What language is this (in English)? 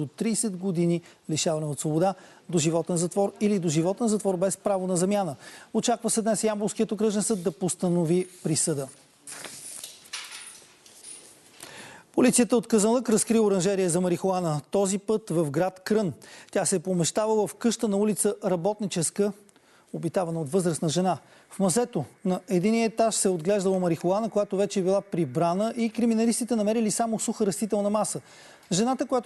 Bulgarian